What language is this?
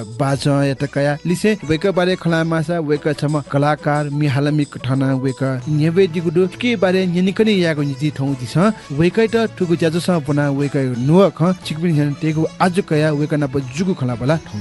Newari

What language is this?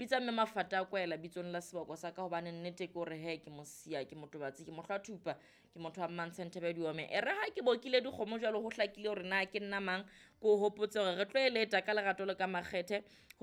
Southern Sotho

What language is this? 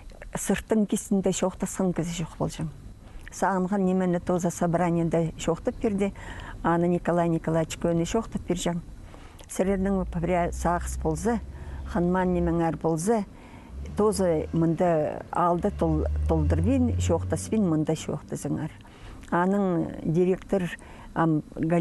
Khakas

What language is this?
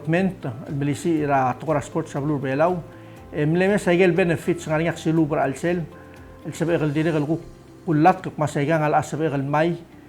Palauan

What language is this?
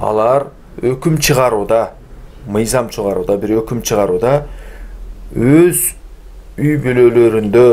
Kyrgyz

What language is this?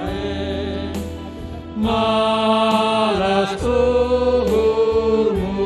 Batak Simalungun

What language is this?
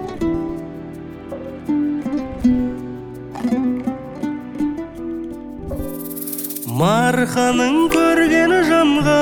Kazakh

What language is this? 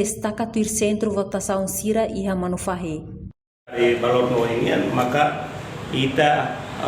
Tetum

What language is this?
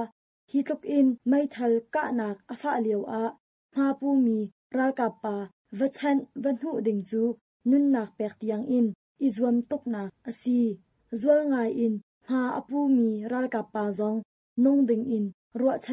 Hakha Chin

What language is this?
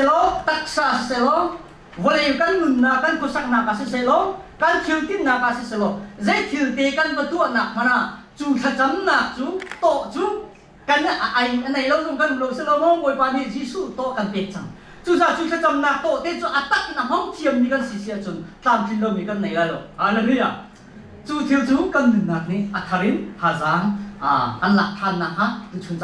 Hakha Chin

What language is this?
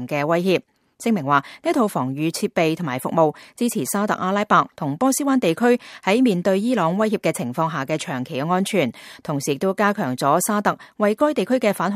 Cantonese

